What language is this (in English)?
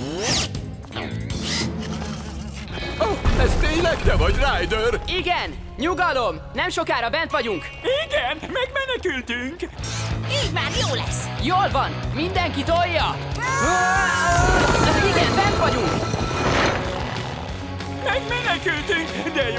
Hungarian